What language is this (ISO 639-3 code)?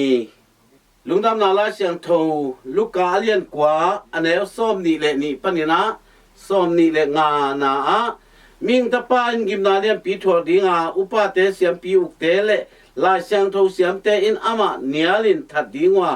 ctd